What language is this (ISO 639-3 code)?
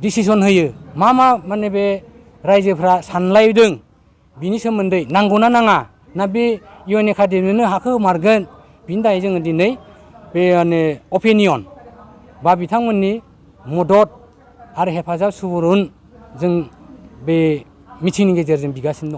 brx